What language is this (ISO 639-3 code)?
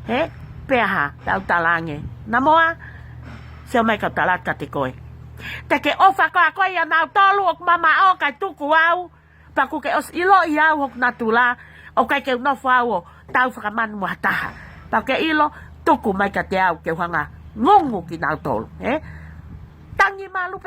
ton